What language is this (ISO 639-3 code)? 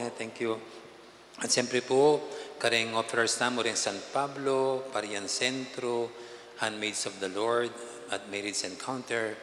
pam